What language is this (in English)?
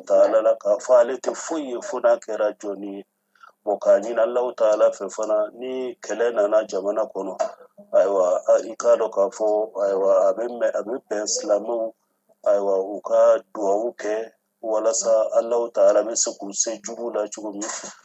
Bambara